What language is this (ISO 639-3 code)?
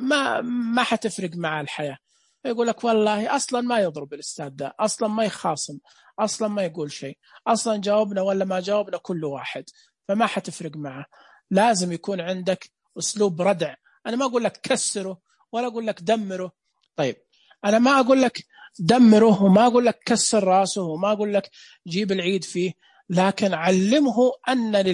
ars